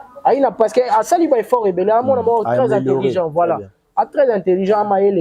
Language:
Lingala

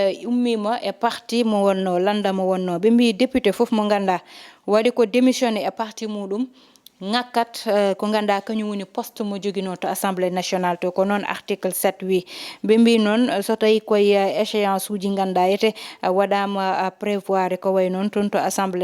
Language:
Fula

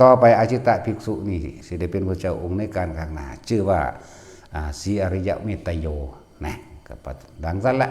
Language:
Northeastern Thai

